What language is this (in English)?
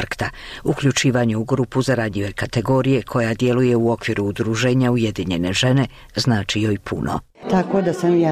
Bosnian